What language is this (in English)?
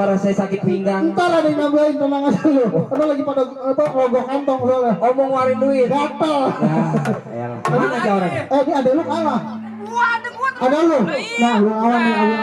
Betawi